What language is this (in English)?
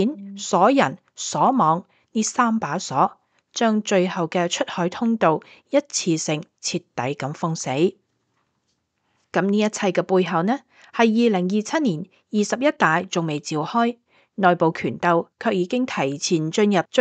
Cantonese